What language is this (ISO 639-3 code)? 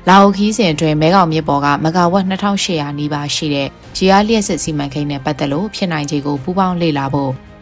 mya